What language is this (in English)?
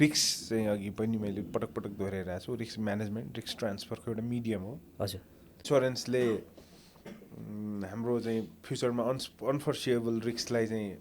Nepali